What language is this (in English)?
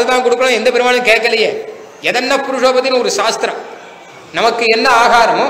Tamil